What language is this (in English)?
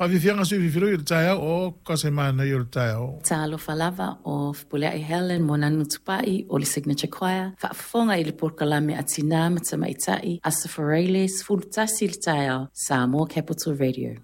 Samoan